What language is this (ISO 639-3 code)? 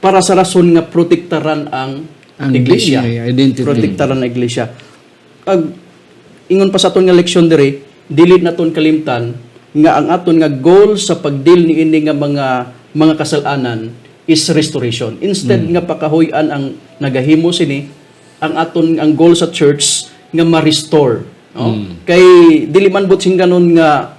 hil